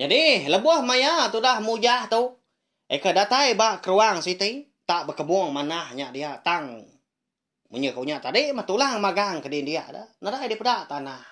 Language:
Iban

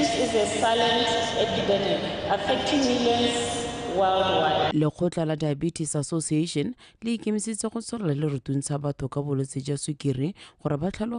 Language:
Tswana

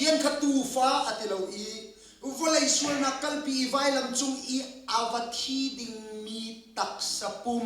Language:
Hakha Chin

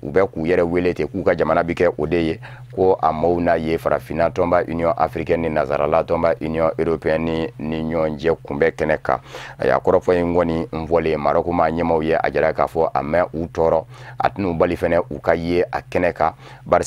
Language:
Bambara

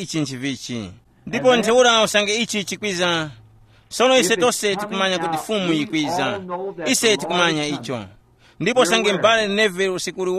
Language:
Tumbuka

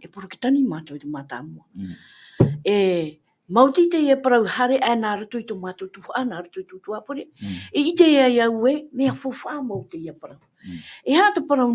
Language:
Tahitian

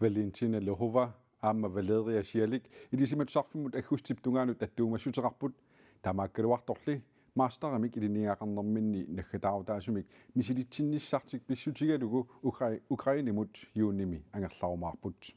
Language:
Kalaallisut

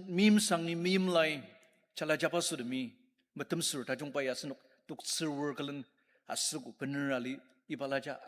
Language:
Ao Naga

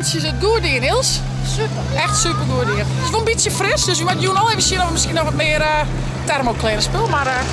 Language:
Western Frisian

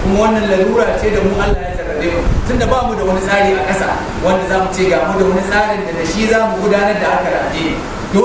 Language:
Hausa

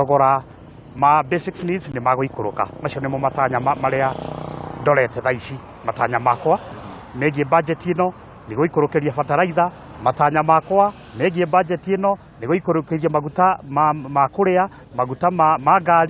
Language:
Kikuyu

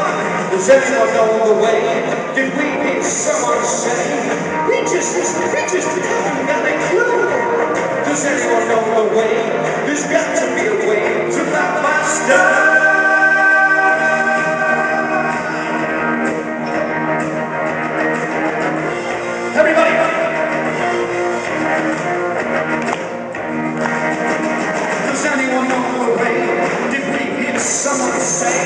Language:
English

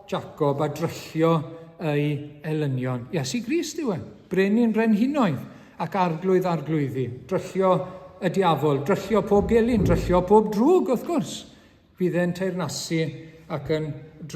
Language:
Welsh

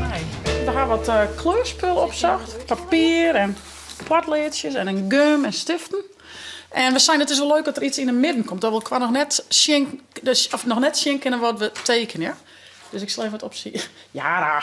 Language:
Western Frisian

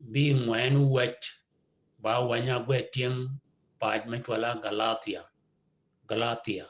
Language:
Shilluk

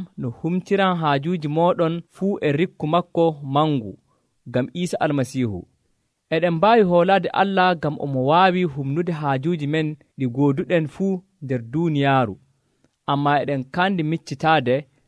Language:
Nigerian Fulfulde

